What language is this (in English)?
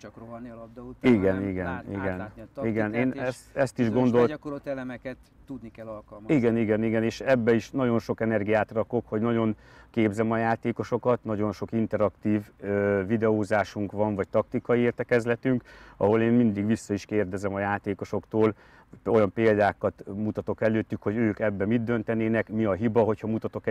Hungarian